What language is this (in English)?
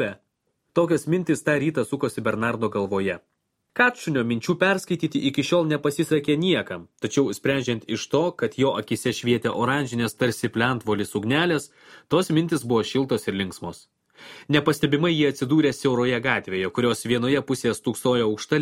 Lithuanian